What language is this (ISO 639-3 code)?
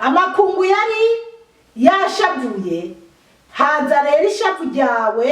run